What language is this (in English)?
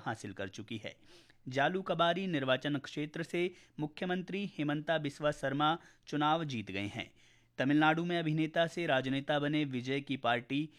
Hindi